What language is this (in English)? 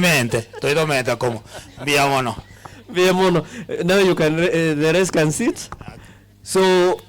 Gusii